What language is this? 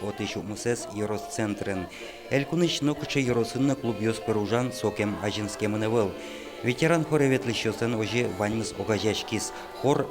Udmurt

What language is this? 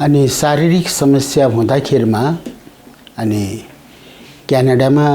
Nepali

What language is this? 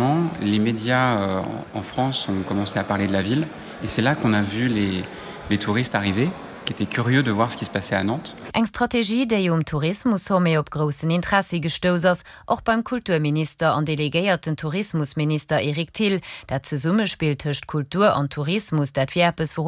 Luxembourgish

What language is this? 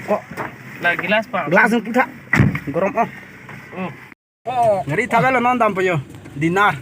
Karbi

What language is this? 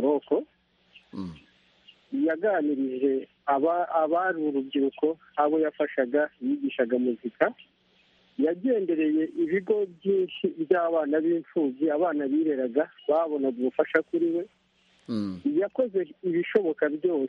Kinyarwanda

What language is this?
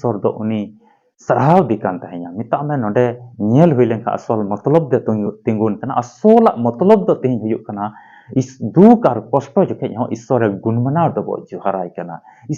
Santali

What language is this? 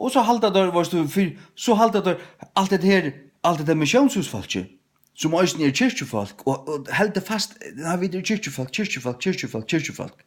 Faroese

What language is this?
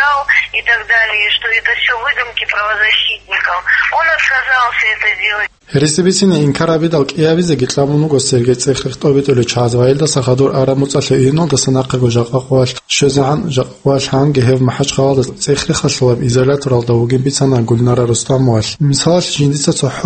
Avaric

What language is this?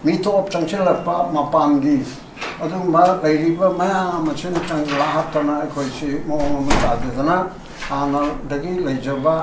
Manipuri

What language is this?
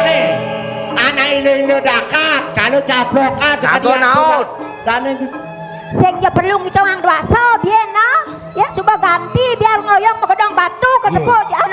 Balinese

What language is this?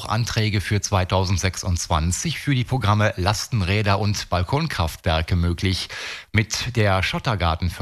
German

